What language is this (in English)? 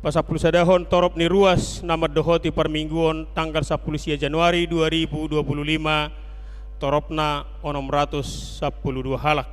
Batak Toba